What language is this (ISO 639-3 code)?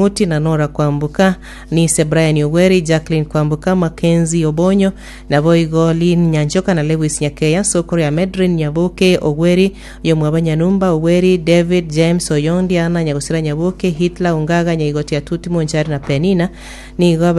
guz